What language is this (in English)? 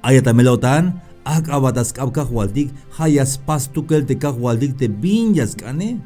Tzeltal